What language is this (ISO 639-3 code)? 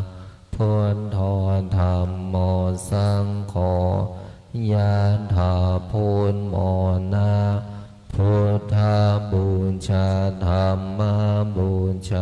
pli